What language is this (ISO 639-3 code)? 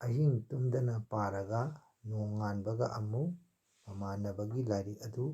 mni